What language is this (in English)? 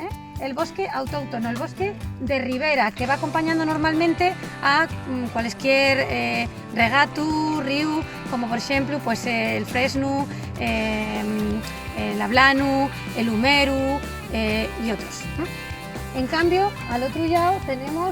Asturian